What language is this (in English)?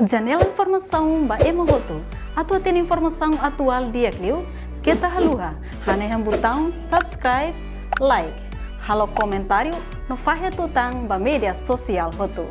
Tetum